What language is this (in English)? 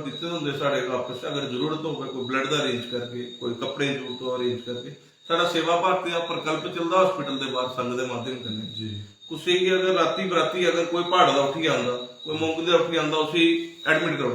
Dogri